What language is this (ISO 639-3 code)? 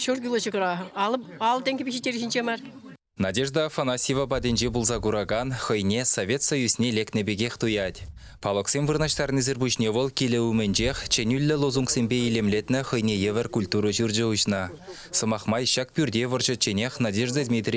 chv